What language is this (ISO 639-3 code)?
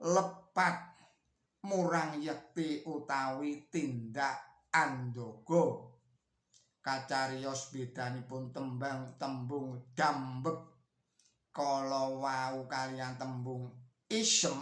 jav